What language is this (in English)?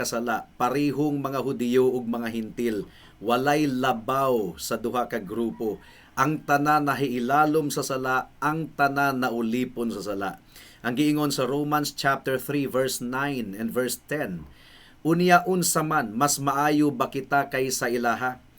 Cebuano